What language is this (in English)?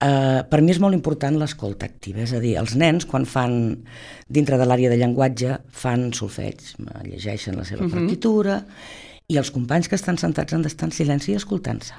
Catalan